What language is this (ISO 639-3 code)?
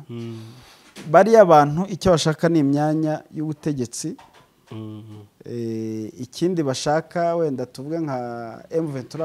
kin